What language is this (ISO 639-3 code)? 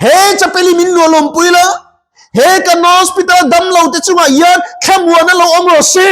lus